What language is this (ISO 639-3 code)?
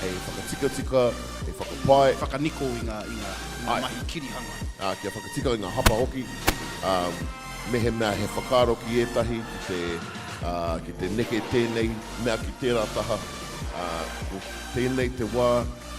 mri